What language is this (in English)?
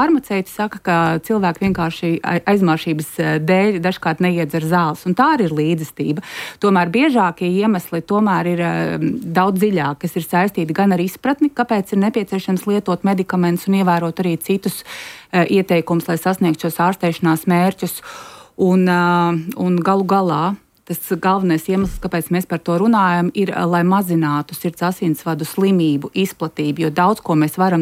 Latvian